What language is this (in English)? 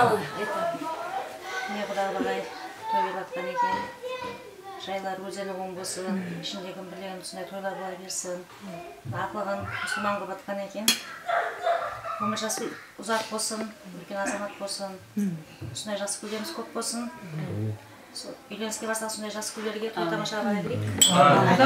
Kazakh